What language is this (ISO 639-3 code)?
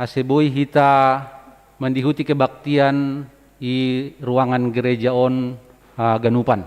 bts